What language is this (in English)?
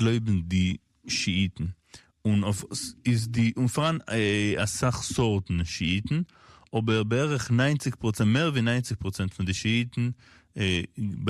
Yiddish